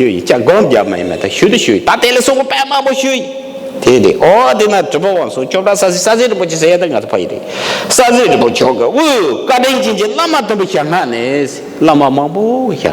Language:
Tibetan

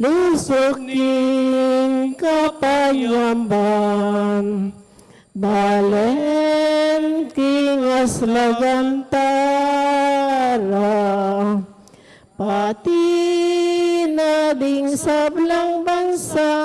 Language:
Pampanga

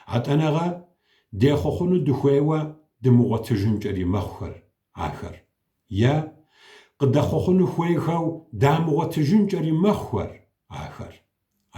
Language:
Kabardian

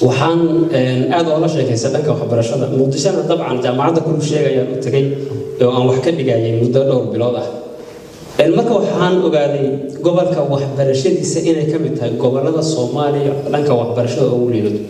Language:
Somali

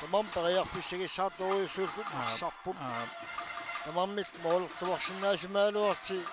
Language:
Kalaallisut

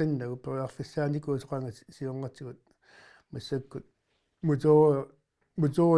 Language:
Kalaallisut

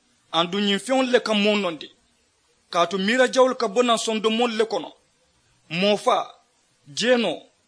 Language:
Mandingo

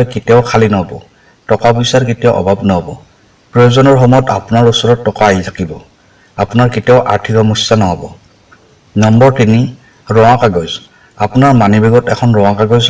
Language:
Assamese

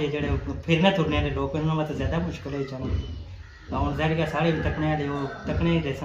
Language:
Pahari-Potwari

